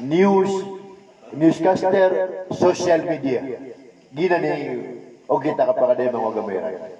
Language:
Maranao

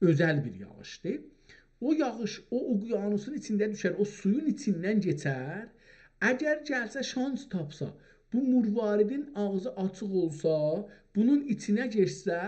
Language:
South Azerbaijani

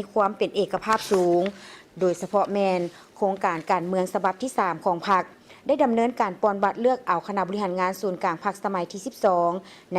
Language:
Lao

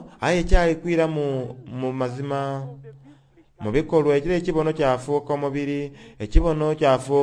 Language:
Soga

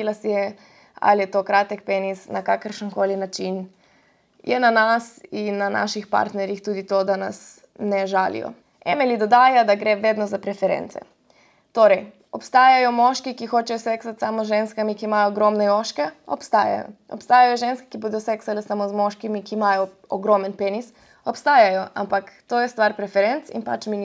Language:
Slovenian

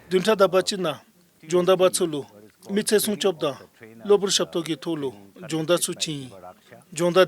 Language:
Dzongkha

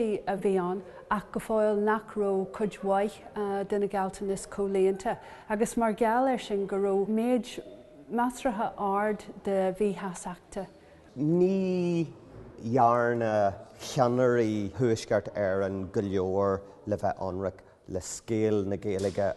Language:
Irish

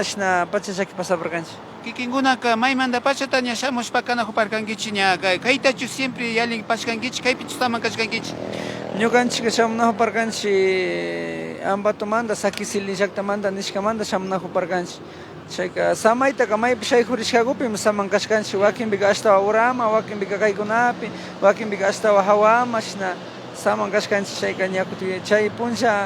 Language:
Imbabura Highland Quichua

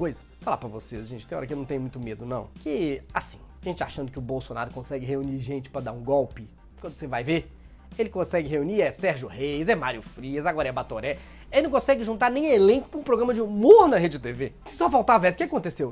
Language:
Portuguese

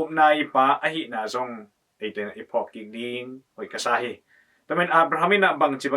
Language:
Tedim Chin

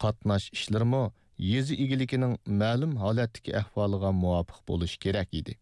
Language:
Uyghur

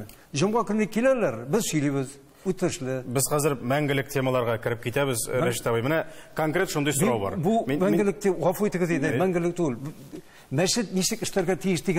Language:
Tatar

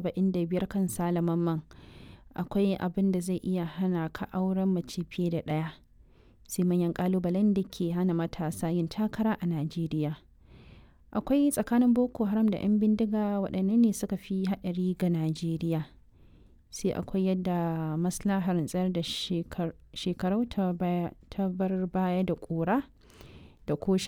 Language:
Hausa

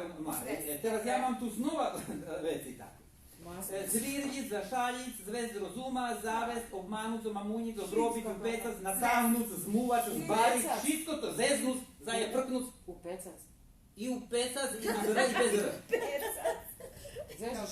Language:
Rusyn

